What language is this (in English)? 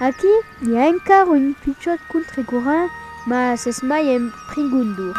Occitan